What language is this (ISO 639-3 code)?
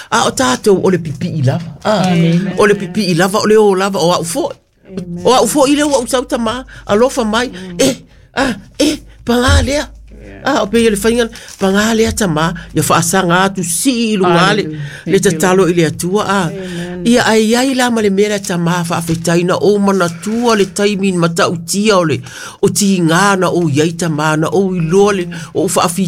smo